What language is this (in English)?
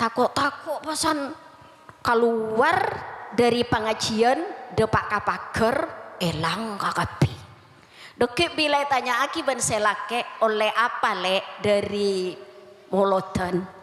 Madurese